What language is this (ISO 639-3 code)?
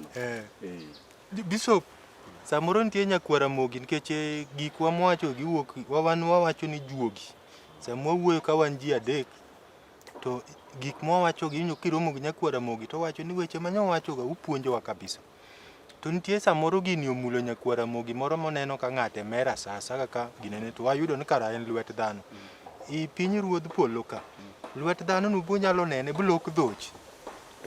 luo